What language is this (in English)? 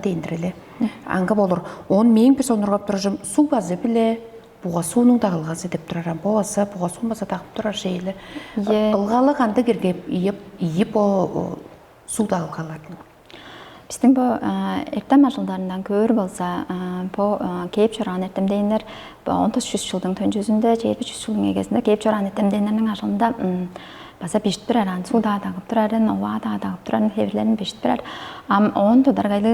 Tuvinian